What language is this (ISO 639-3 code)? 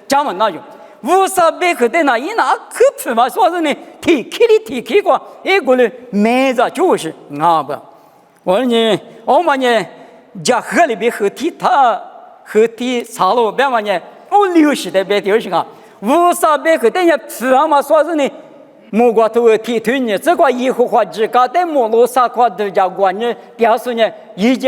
lis